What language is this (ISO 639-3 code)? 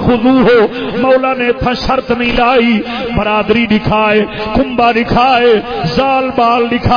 skr